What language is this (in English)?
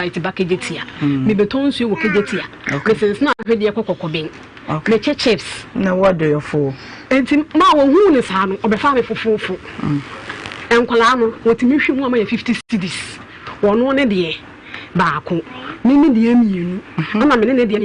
Akan